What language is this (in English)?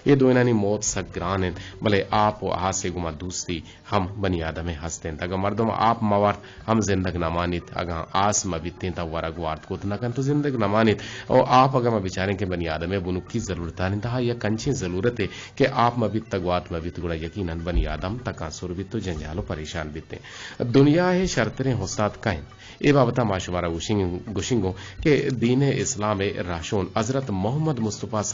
Eastern Balochi